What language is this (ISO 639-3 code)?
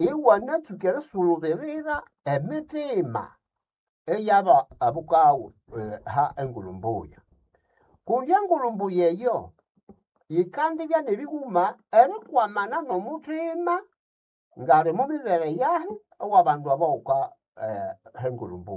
nnb